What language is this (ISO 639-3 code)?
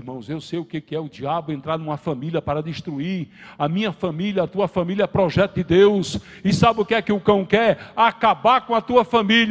por